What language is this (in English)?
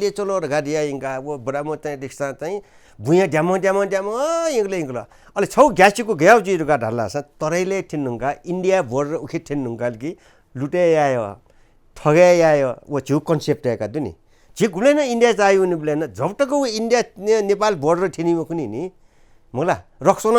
Newari